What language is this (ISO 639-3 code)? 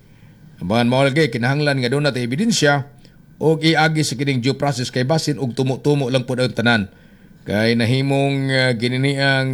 ceb